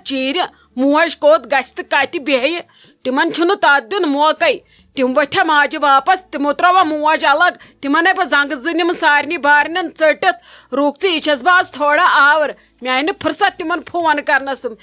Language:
Kashmiri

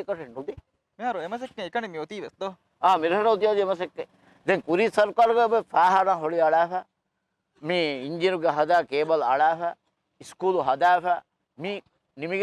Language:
Divehi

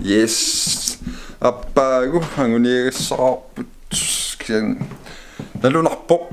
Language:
Kalaallisut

